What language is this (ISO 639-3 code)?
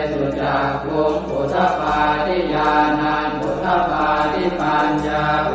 pli